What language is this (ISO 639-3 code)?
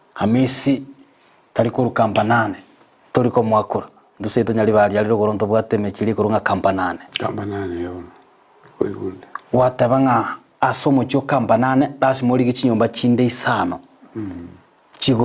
guz